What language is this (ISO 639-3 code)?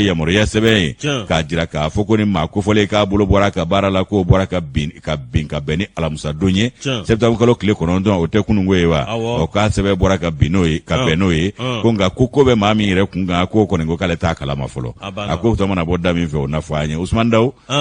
bam